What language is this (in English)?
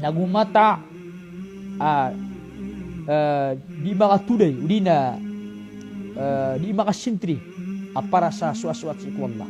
Maranao